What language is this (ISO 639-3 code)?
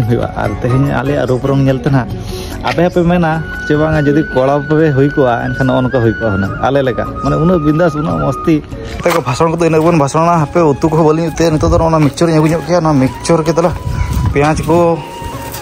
sat